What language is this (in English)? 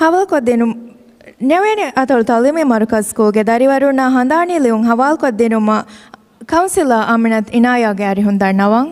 Divehi